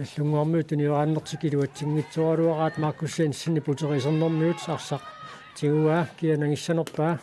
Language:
Kalaallisut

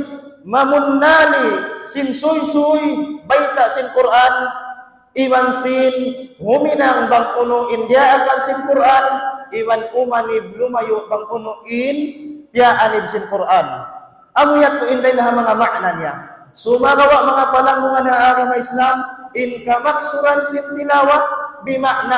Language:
Tausug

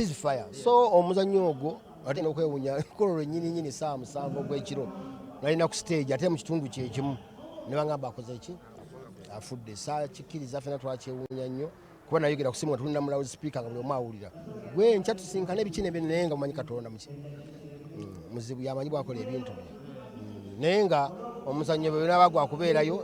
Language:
Ganda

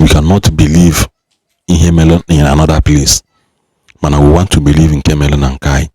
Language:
Igbo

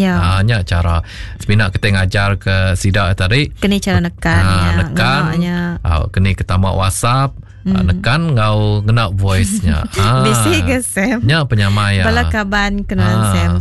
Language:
Iban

